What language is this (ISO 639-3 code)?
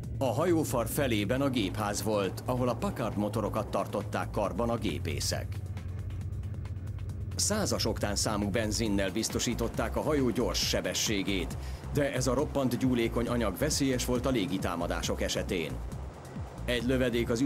hun